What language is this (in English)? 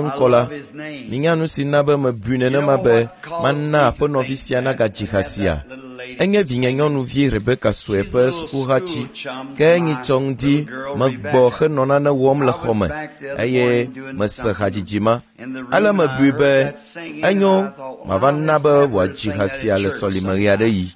Ewe